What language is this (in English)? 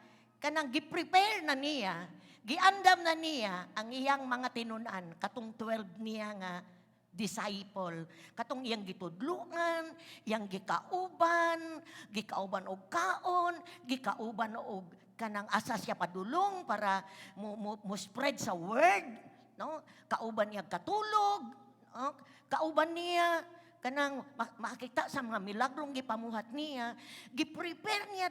Cebuano